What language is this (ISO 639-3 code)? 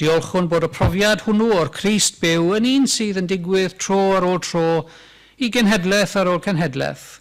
cym